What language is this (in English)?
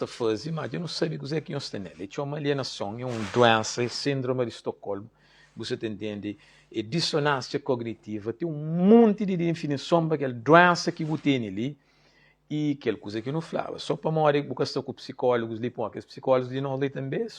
Kabuverdianu